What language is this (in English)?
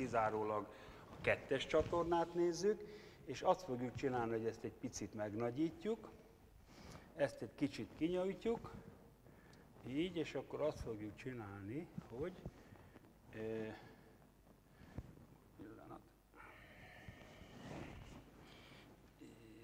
Hungarian